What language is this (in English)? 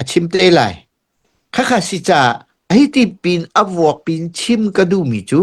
Hakha Chin